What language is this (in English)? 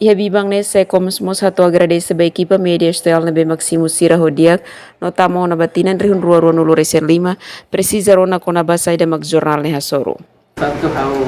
Tetum